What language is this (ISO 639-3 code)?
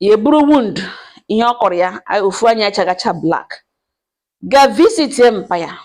ibo